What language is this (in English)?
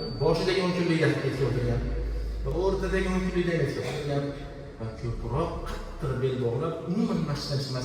Uzbek